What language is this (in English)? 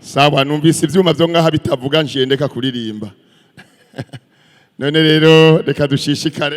Rundi